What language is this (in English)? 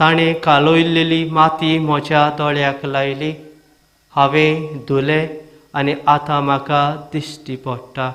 Konkani